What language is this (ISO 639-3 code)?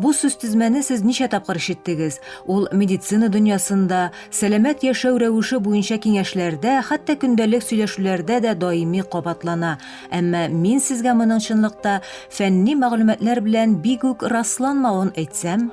tat